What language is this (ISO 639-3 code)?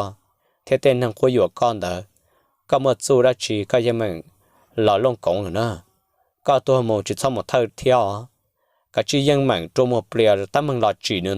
hmn